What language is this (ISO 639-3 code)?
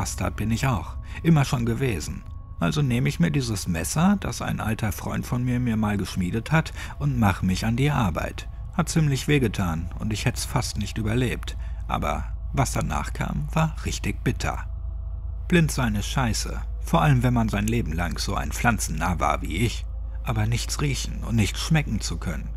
deu